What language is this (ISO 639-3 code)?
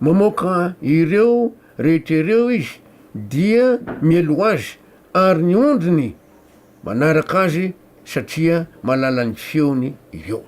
mlg